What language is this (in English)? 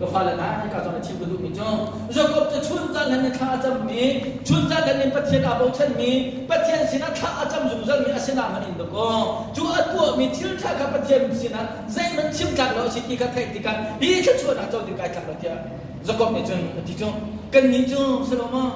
Hakha Chin